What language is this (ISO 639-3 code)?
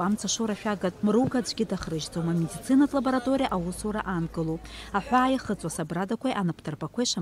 abk